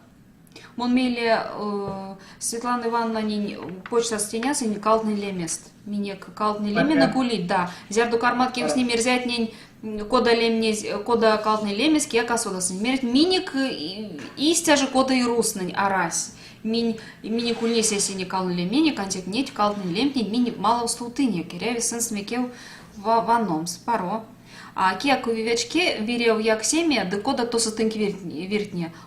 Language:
Erzya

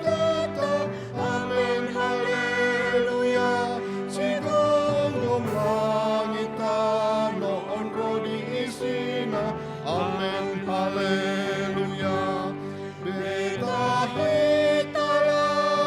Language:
Batak Toba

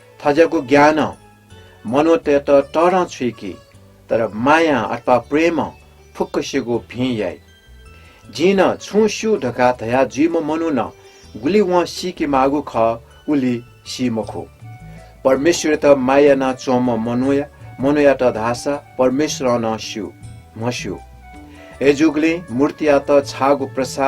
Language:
Newari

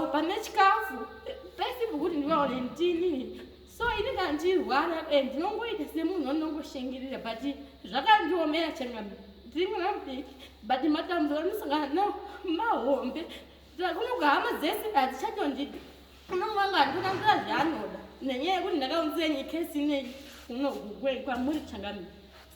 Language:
Shona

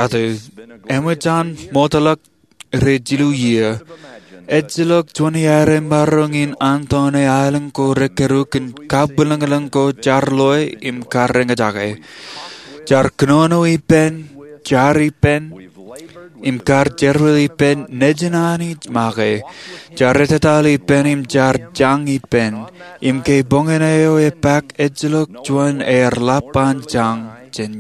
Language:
Marshallese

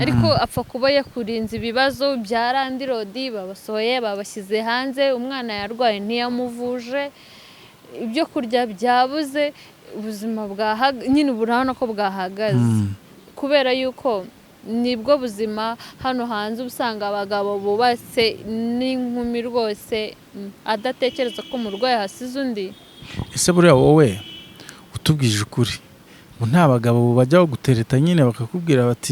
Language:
Kinyarwanda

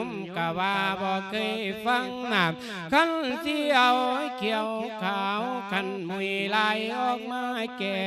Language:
Lao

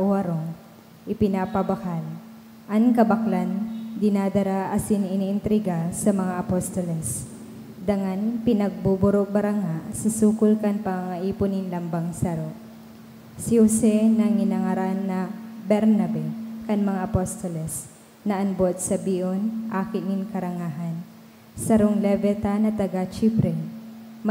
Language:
Bikol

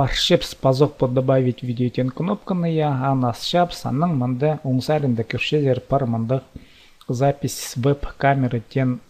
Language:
Khakas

